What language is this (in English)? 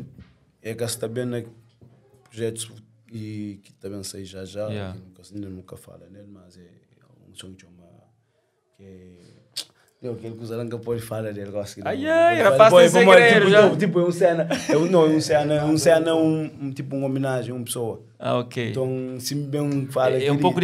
Kabuverdianu